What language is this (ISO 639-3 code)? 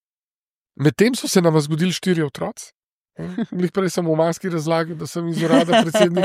slv